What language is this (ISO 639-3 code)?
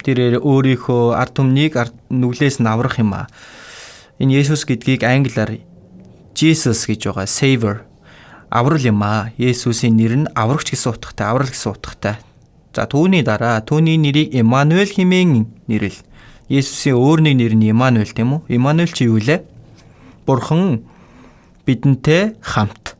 mon